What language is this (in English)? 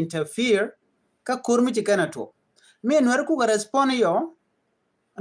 Nuer